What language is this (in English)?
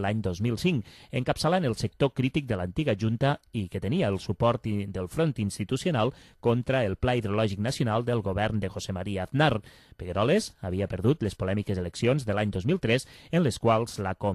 Catalan